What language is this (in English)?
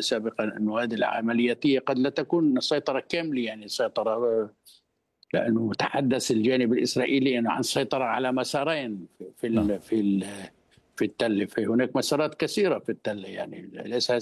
Arabic